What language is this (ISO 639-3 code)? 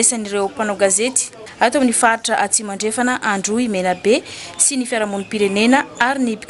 mlg